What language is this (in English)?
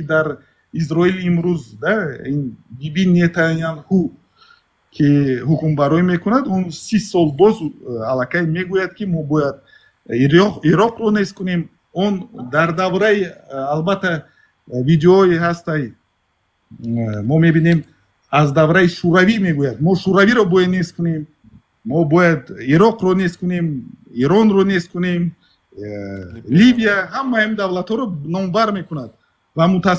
Tajik